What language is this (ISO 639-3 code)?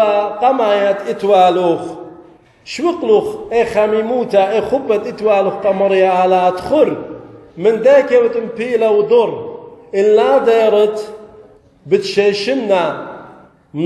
aii